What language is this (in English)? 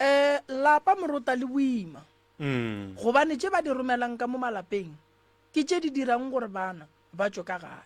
Northern Sotho